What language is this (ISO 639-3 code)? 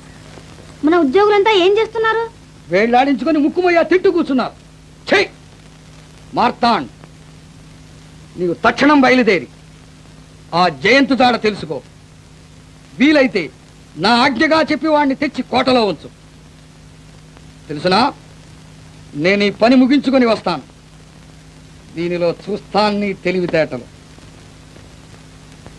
tel